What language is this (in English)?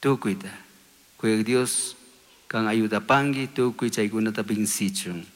Chimborazo Highland Quichua